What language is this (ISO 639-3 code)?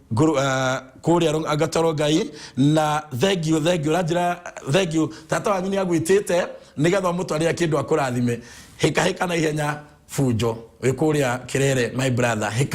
kik